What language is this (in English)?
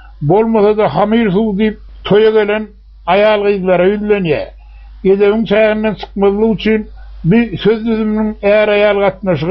Turkmen